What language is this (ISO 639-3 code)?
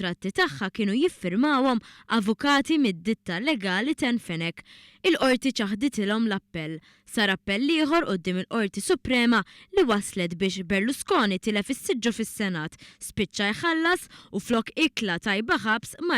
mlt